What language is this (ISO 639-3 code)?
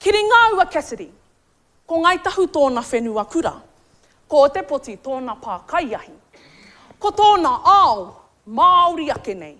mri